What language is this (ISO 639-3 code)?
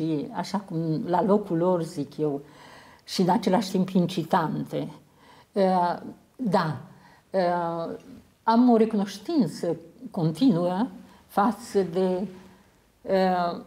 ron